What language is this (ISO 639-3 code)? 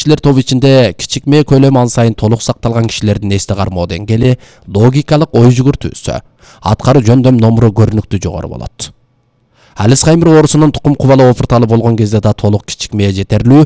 kir